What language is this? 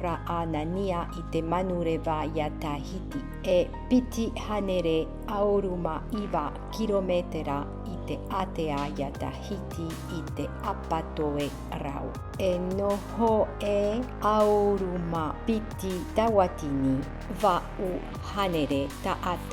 Tahitian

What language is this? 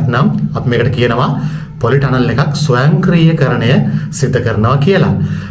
Sinhala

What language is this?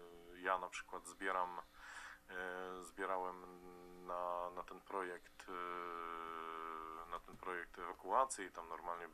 Polish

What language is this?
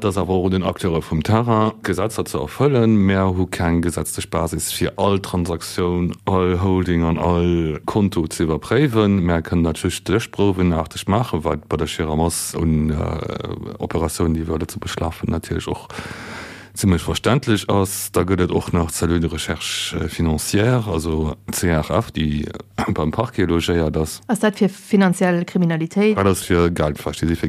Luxembourgish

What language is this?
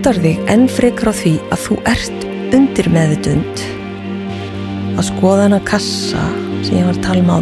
Icelandic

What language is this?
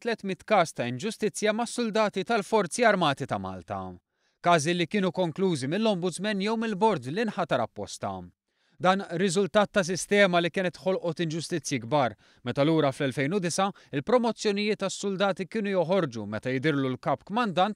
Maltese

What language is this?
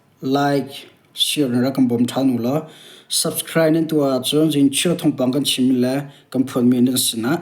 Hakha Chin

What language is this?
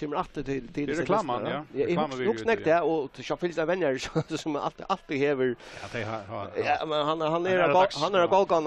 Faroese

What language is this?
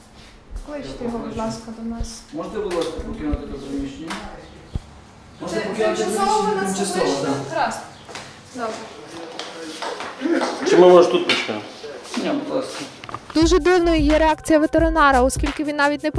Ukrainian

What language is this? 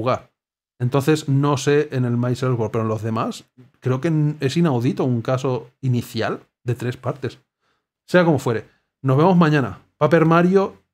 Spanish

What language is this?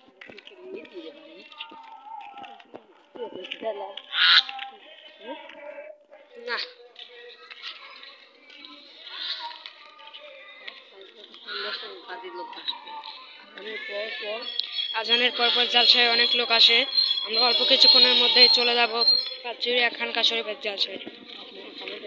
Bangla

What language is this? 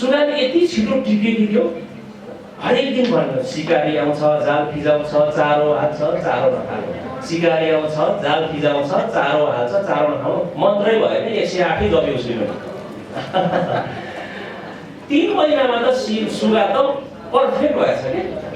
Nepali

